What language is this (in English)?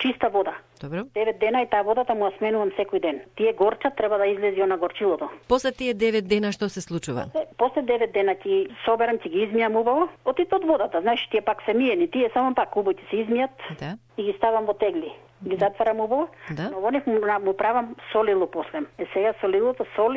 Macedonian